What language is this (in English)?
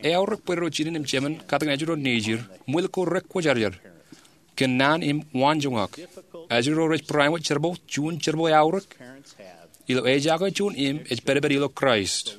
Marshallese